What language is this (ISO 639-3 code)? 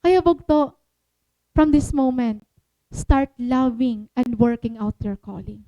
war